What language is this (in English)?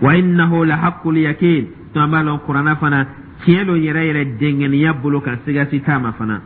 Dyula